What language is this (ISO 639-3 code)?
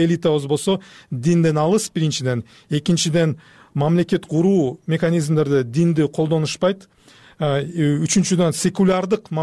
kir